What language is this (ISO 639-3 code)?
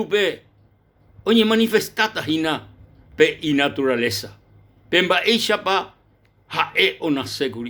grn